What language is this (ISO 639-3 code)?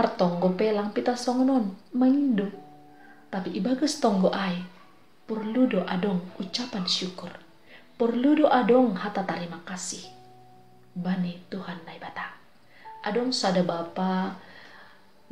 bts